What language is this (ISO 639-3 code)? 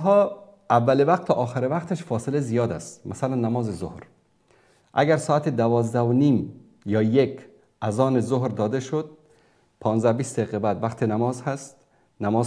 fas